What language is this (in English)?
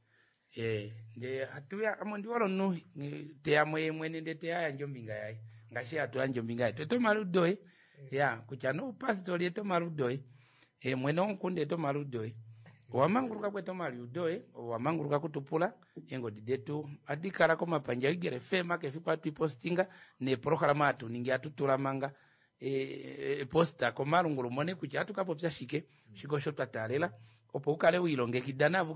Kuanyama